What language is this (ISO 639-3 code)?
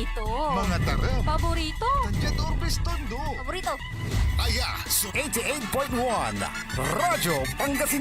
pag